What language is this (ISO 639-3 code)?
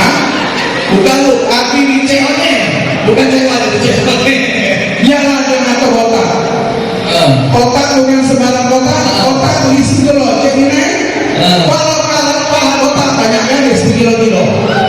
mui